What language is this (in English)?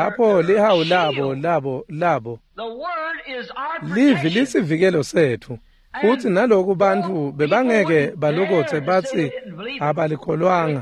Swati